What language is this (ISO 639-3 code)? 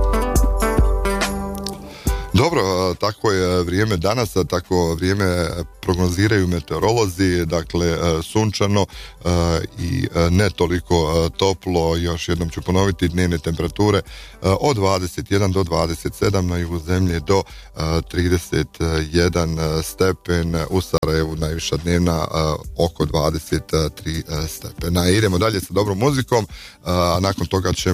bos